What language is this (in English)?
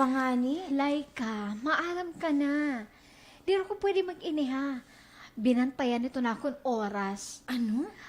Waray